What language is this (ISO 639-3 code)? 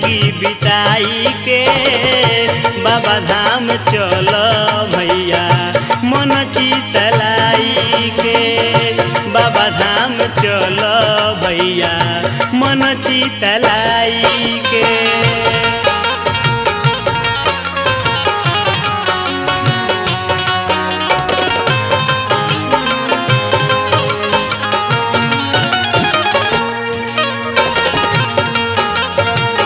bho